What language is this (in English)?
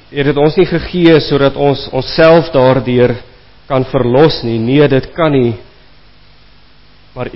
Afrikaans